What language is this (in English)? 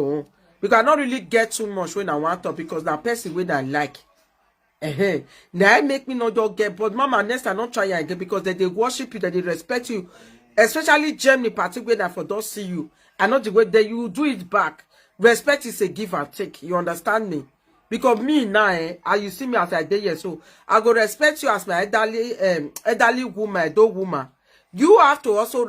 Nigerian Pidgin